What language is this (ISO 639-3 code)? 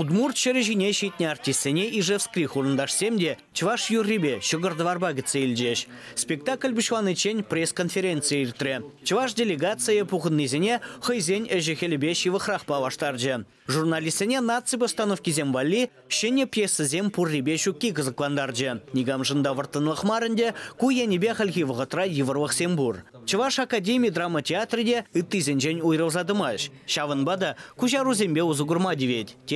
chv